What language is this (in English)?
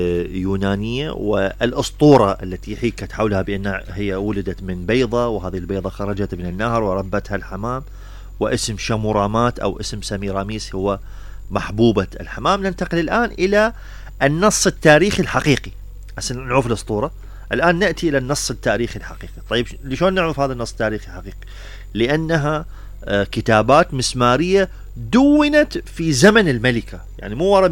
Mesopotamian Arabic